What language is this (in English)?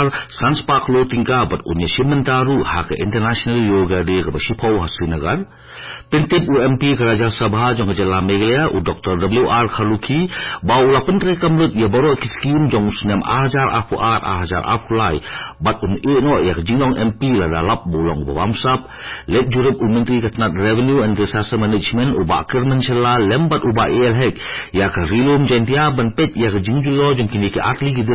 Khasi